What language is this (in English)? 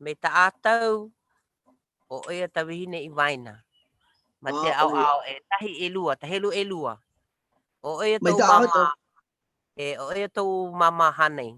Hawaiian